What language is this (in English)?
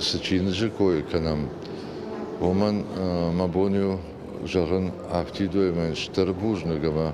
Ossetic